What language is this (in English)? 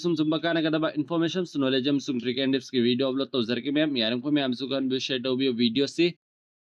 Manipuri